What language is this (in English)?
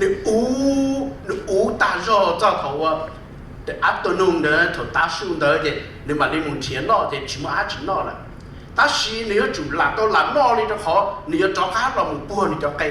Hmong